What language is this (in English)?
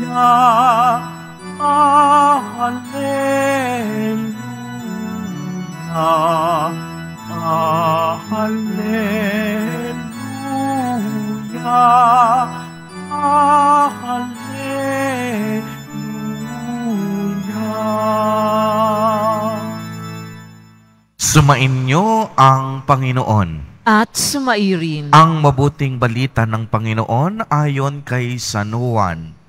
Filipino